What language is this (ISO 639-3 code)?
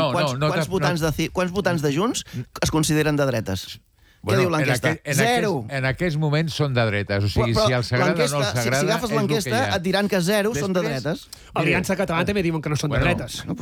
cat